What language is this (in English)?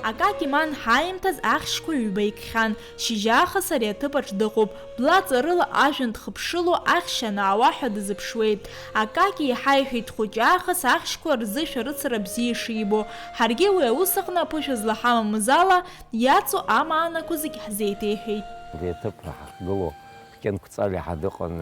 Abkhazian